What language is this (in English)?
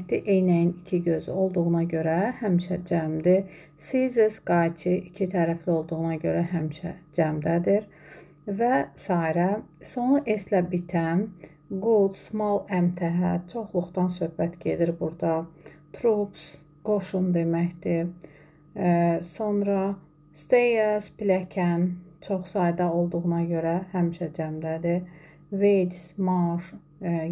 Azerbaijani